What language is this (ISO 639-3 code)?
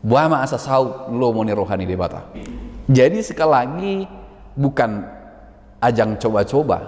bbc